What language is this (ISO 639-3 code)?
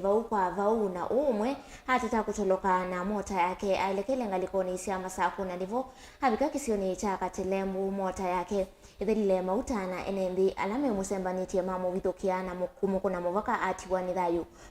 kam